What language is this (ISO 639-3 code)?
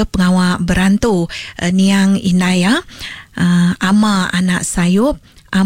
iba